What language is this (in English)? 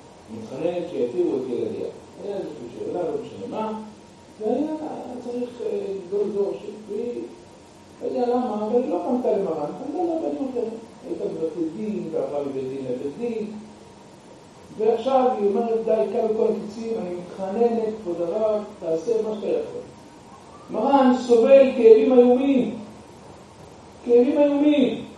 Hebrew